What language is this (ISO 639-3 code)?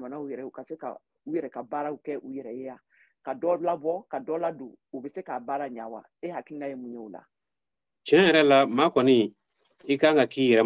bam